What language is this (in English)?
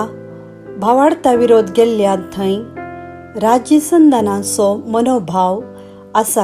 Konkani